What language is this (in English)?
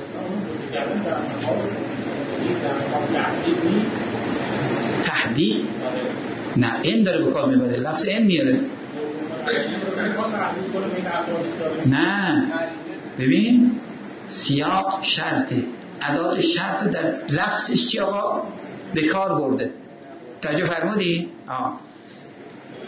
Persian